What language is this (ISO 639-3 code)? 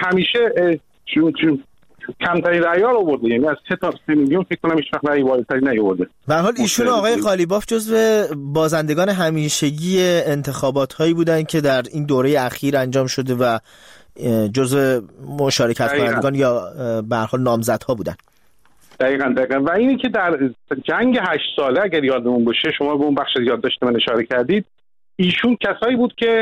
fas